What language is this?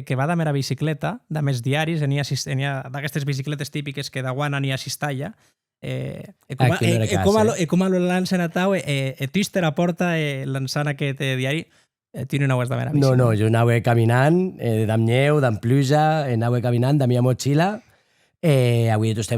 Occitan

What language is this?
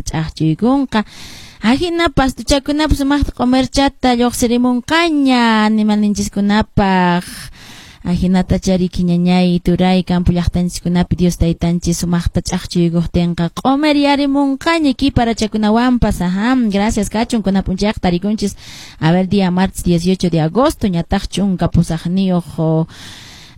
Quechua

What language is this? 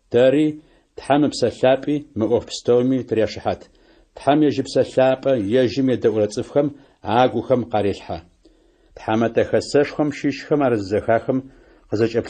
Adyghe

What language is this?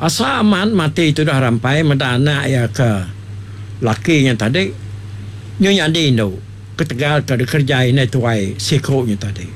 Iban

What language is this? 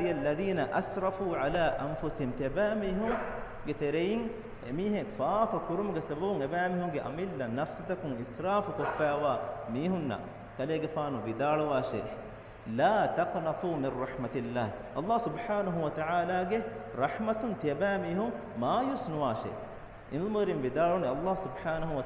Divehi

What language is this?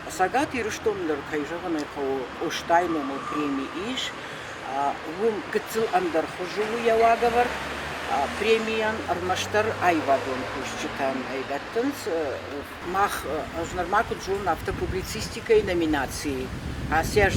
Ossetic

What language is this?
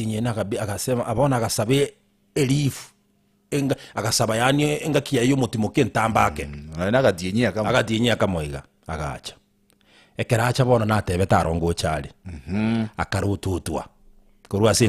Gusii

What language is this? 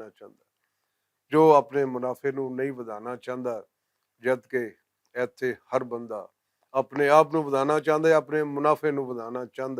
Western Panjabi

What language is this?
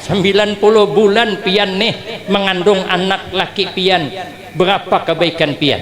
Banjar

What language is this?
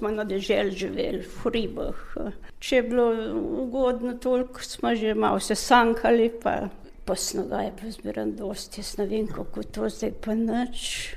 Slovenian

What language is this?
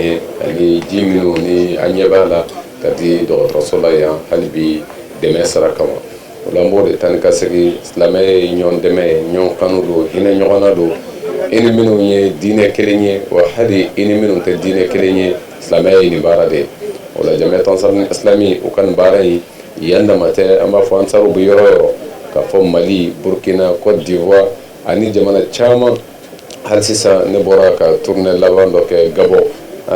Bambara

